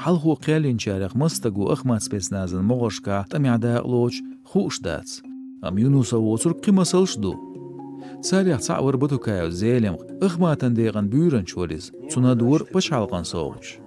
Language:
Chechen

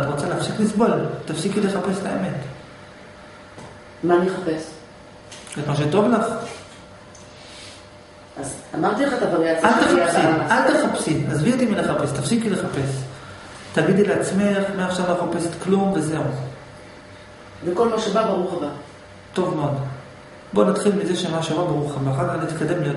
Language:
Hebrew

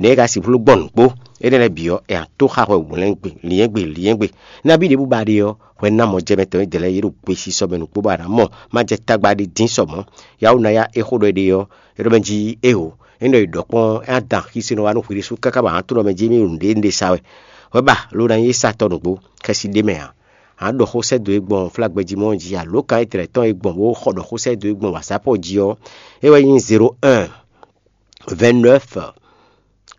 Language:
Fon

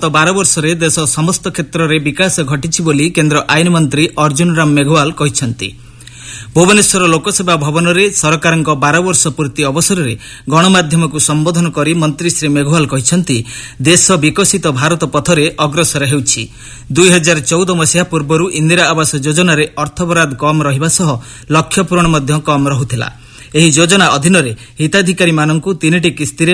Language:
Odia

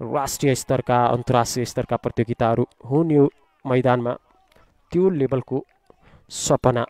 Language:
Nepali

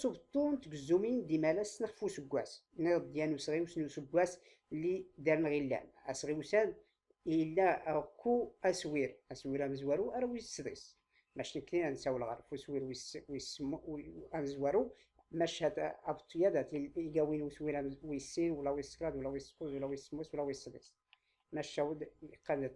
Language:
Tachelhit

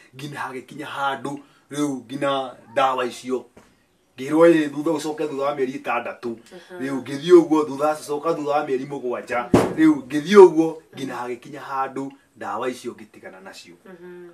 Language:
Kikuyu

